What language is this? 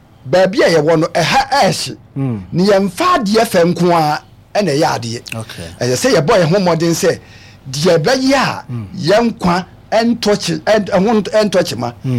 Akan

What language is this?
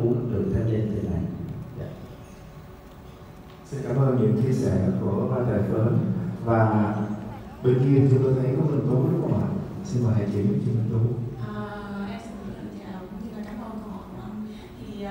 Vietnamese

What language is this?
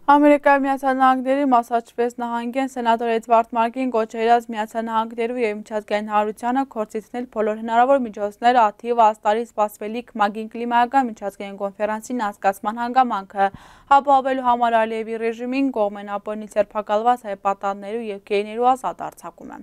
Western Armenian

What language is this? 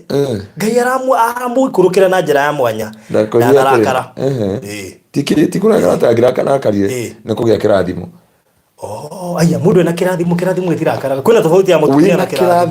Kikuyu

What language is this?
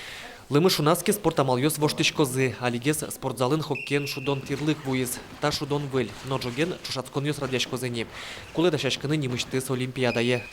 Udmurt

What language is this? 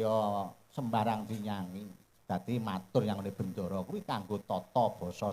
Javanese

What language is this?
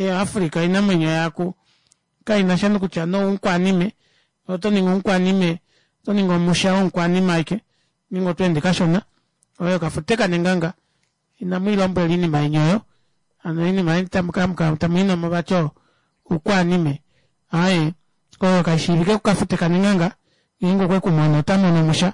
Kuanyama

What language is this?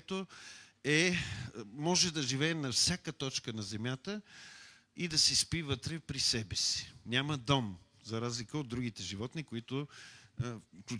Bulgarian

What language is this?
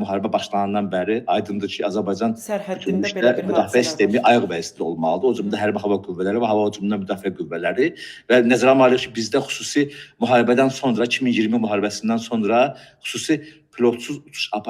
Azerbaijani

